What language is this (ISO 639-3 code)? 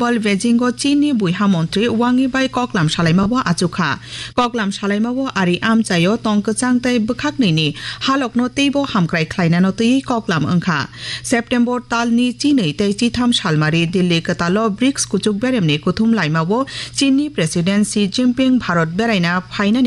trp